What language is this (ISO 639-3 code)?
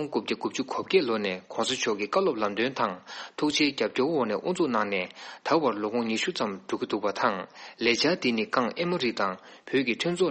bod